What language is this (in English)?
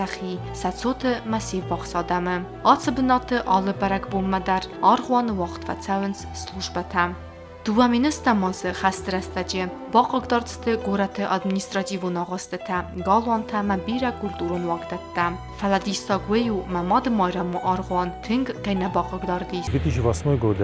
Ossetic